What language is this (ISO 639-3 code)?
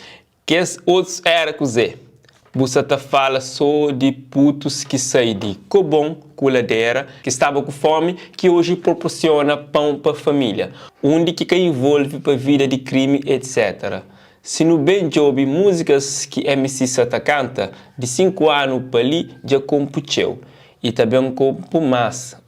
kea